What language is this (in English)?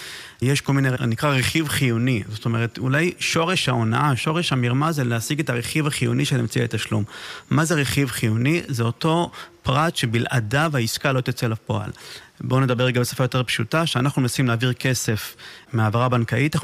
Hebrew